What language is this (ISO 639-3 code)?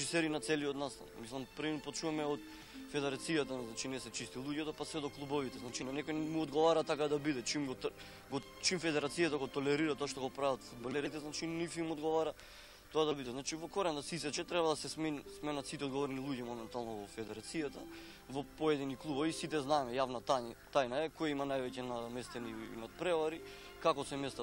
mkd